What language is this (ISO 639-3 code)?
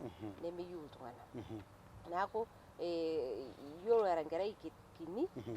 mas